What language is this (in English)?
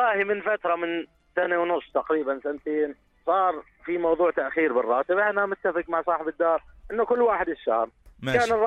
North Levantine Arabic